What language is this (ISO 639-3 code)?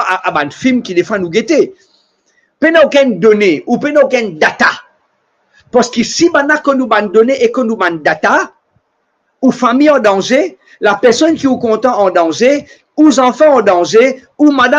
mfe